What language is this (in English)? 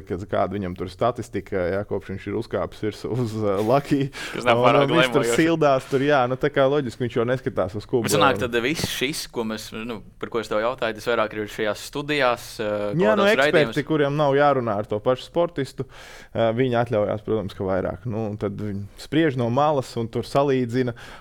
Latvian